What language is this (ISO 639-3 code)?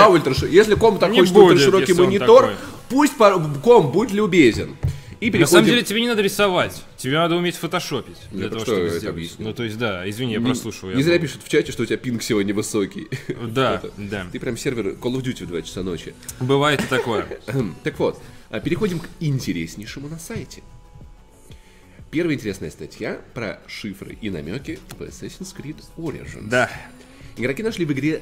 rus